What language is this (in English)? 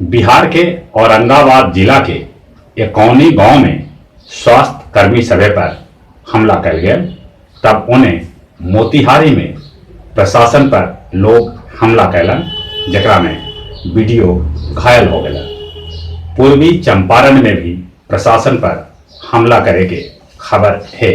Magahi